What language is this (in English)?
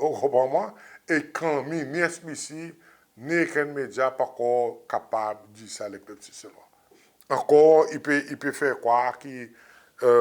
Seselwa Creole French